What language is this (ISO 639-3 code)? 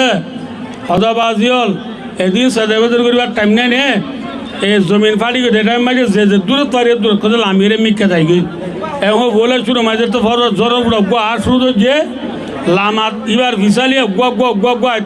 rhg